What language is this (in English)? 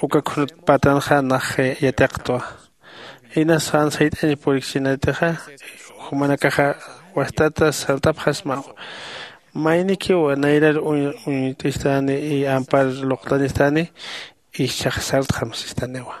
Aymara